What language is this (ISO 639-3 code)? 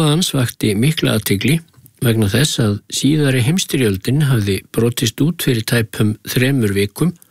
isl